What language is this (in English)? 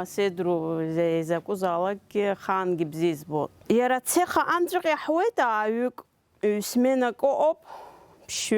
Abkhazian